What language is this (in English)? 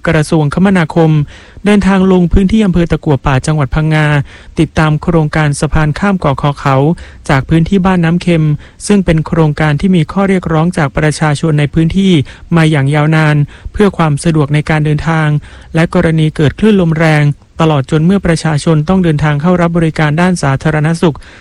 Thai